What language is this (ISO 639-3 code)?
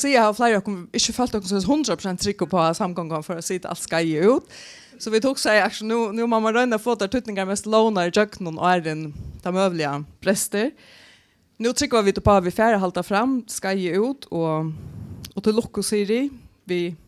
fao